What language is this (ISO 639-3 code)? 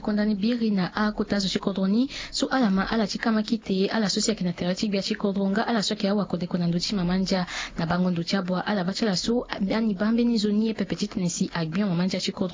sag